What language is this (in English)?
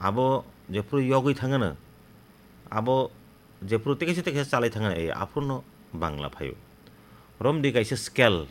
Kok Borok